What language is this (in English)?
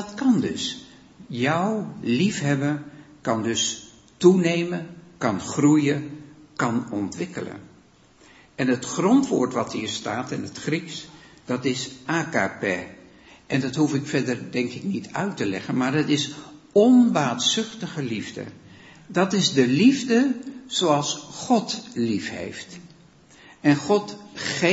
Dutch